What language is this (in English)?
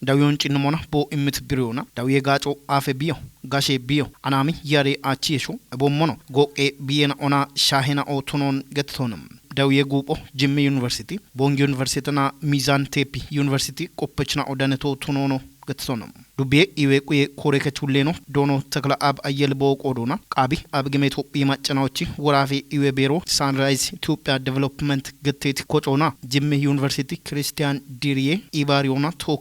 Kafa